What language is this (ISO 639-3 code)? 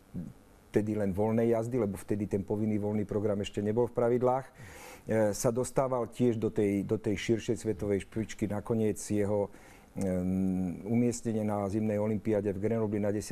slk